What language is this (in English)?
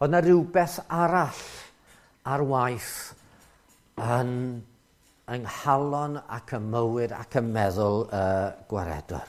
Welsh